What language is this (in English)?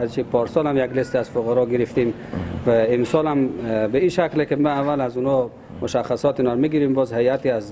Persian